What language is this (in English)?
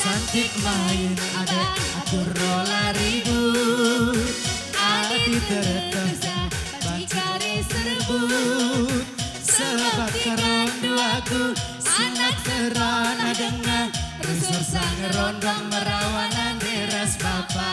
Batak Karo